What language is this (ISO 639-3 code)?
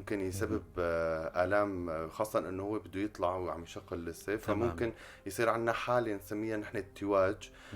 apc